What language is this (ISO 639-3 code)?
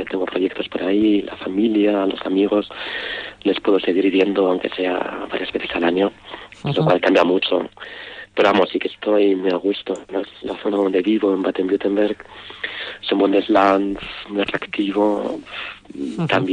spa